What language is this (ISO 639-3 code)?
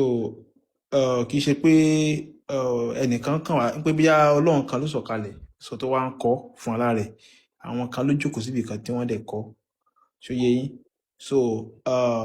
yor